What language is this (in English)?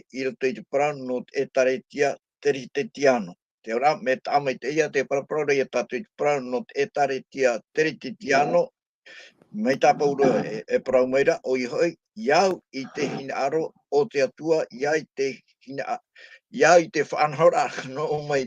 Tahitian